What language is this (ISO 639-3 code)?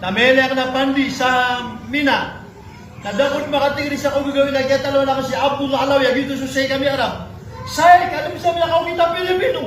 mrw